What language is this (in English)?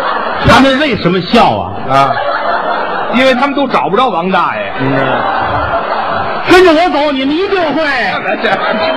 Chinese